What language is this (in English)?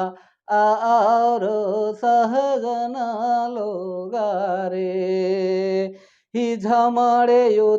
Sadri